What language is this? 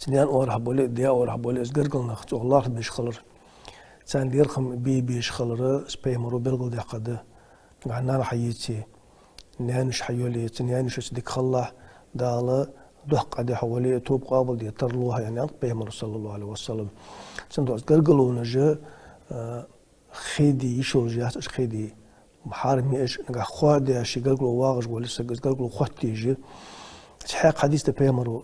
Ingush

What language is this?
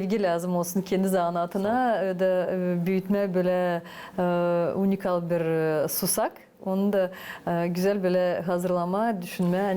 Gagauz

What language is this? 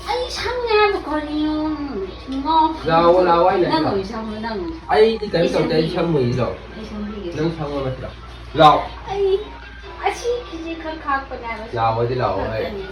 Manipuri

